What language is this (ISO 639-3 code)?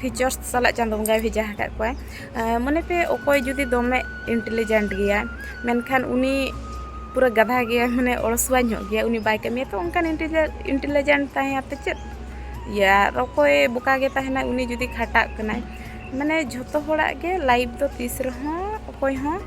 sat